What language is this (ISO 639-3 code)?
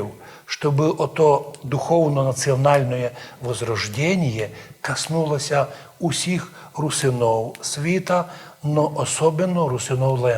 rue